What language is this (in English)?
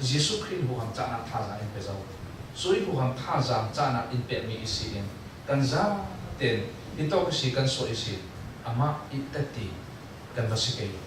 Falam Chin